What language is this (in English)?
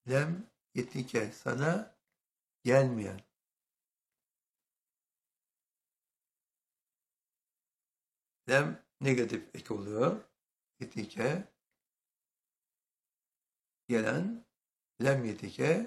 Turkish